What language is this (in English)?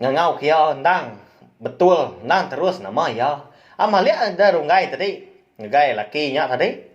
Iban